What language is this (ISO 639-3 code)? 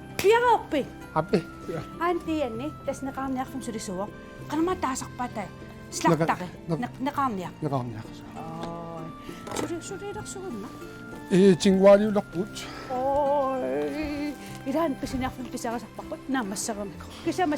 kal